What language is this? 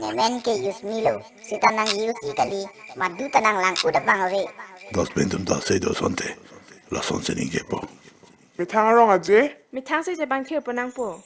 Karbi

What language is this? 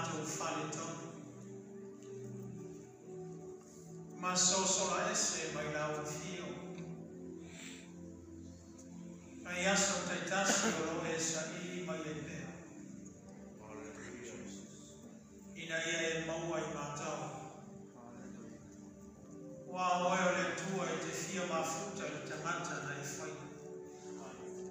Samoan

